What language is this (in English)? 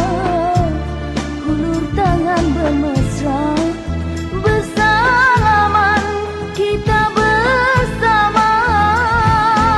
Malay